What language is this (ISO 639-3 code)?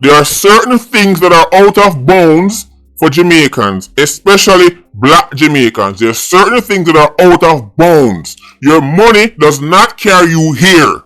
jam